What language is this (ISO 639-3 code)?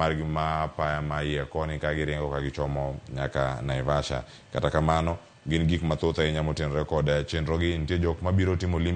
luo